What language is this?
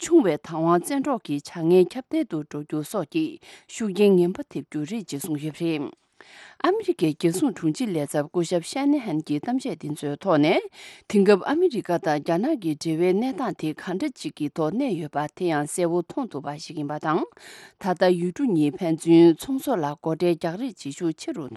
Tibetan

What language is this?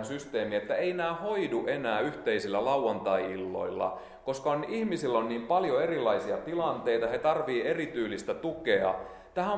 Finnish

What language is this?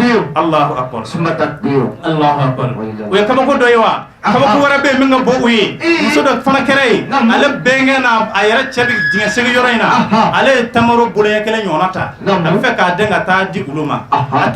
Bambara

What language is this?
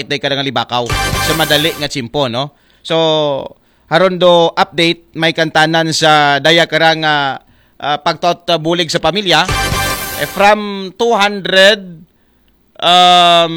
Aklanon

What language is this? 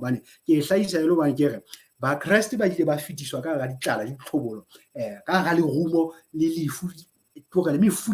Southern Sotho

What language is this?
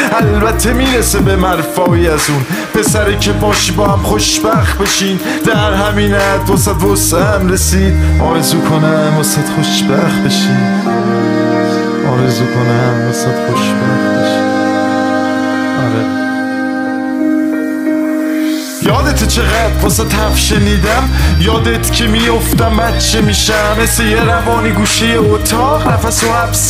Persian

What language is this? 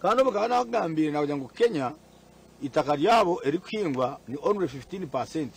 Nyankole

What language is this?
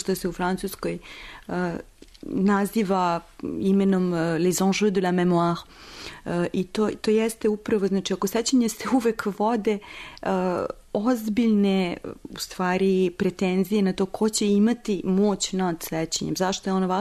Serbian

